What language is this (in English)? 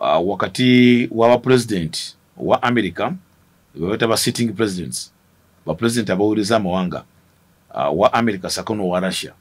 Ganda